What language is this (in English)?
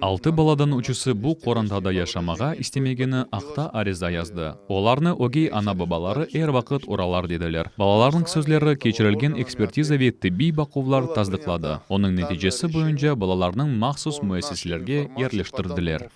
Crimean Tatar